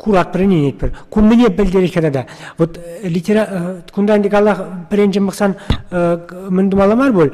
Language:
Chuvash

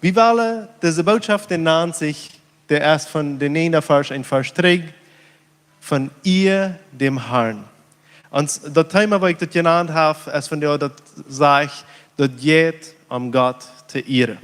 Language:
Plautdietsch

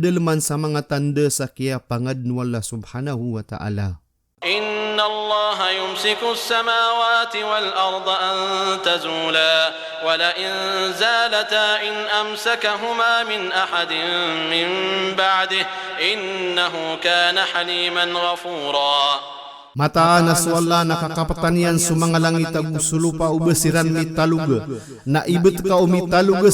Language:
Maranao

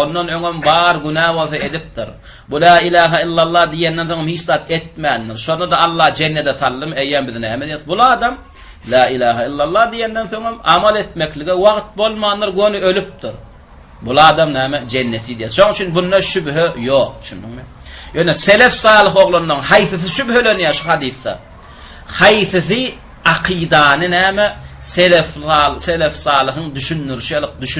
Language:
Turkmen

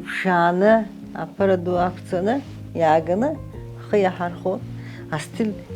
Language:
Abkhazian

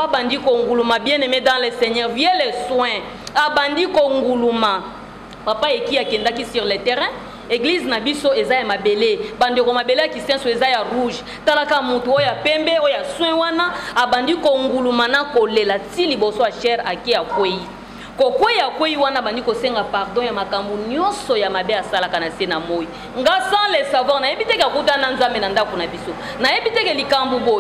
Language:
Lingala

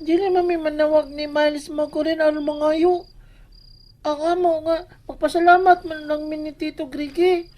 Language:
Cebuano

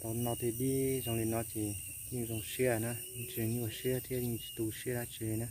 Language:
Hmong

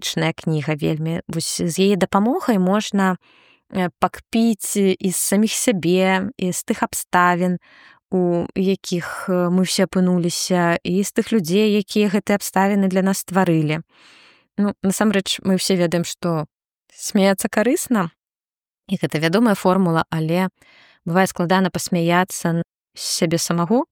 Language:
Belarusian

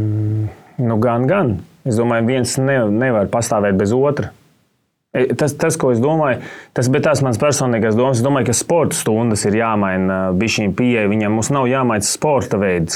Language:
Latvian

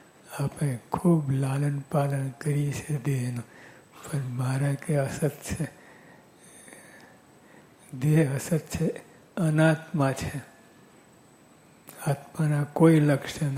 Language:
Gujarati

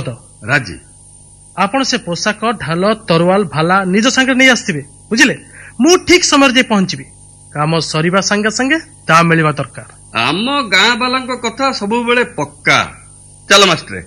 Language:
Odia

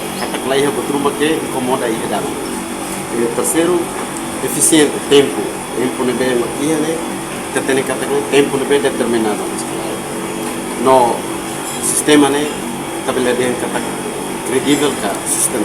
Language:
Tetum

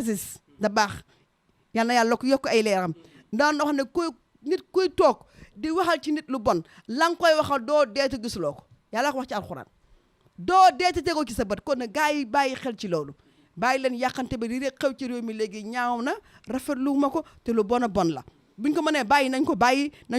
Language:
Wolof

